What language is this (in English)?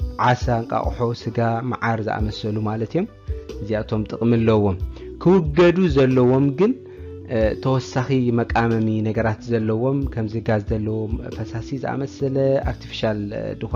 Tigrinya